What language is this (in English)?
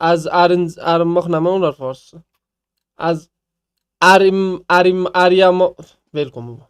South Azerbaijani